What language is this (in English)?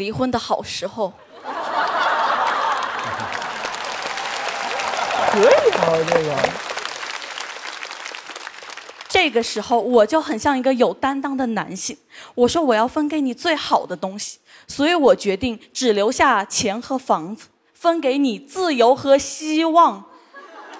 Chinese